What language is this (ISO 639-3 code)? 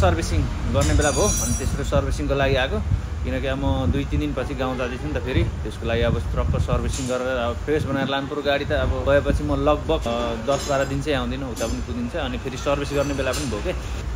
nep